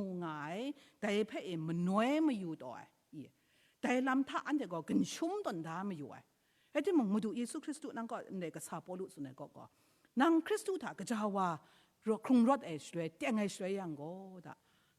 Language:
Kachin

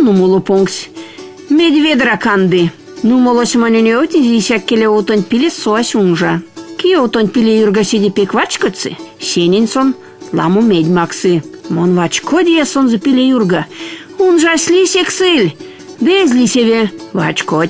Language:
Erzya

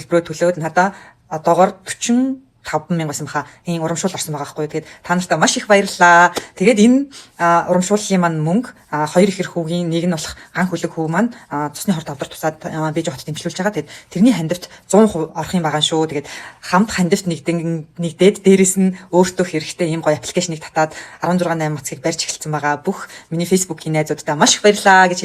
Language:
Mongolian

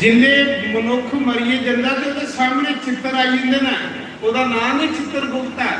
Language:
Dogri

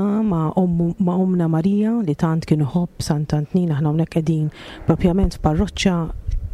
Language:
Maltese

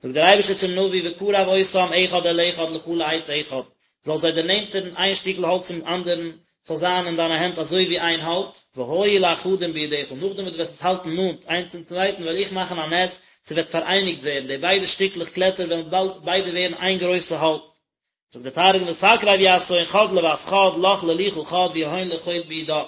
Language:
Yiddish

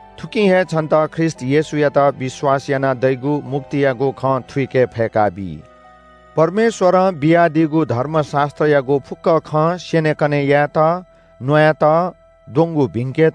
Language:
Newari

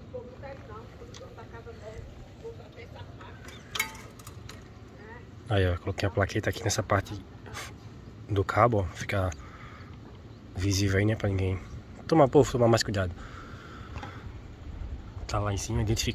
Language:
Portuguese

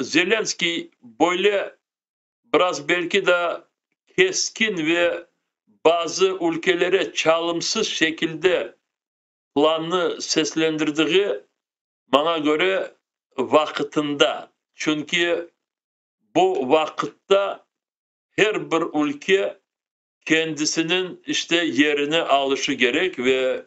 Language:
Crimean Tatar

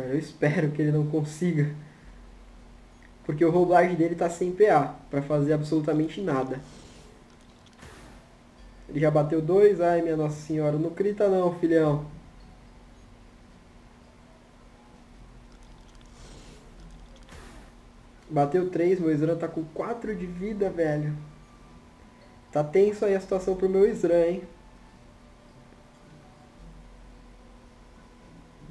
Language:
Portuguese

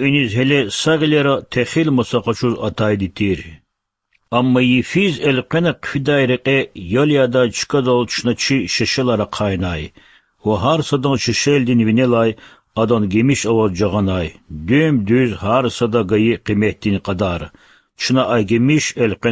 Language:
Lezghian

